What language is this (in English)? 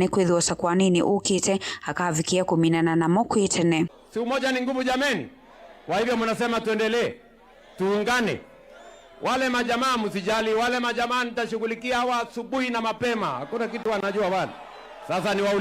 Kamba